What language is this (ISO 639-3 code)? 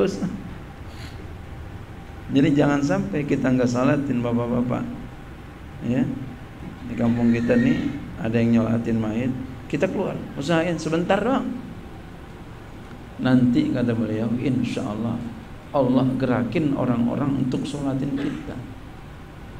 ind